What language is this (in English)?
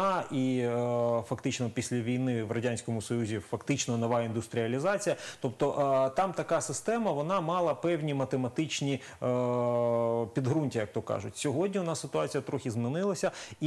Ukrainian